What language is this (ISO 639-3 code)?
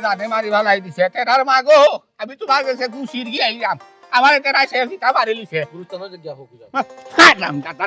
syl